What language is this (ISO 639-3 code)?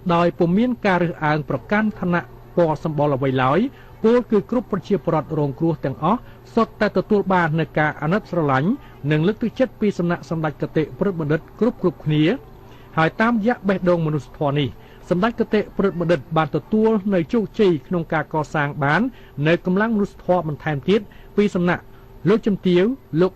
khm